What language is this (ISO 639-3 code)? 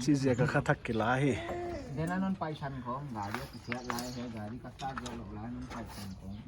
pck